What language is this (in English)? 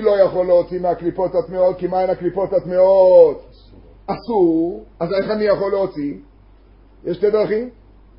Hebrew